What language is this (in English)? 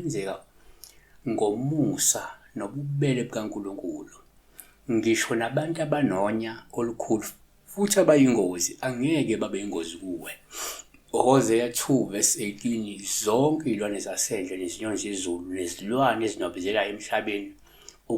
Zulu